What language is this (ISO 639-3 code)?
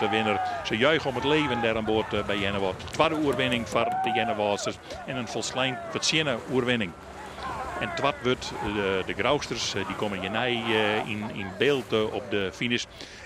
fry